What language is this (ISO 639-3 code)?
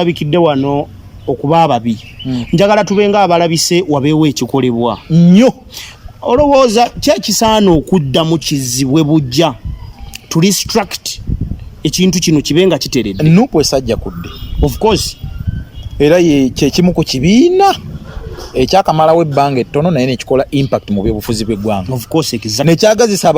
lug